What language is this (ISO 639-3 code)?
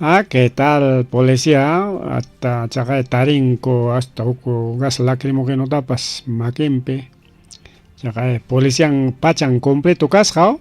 quy